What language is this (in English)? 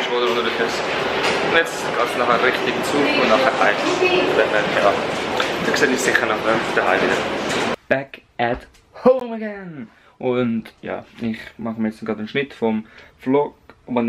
Swiss German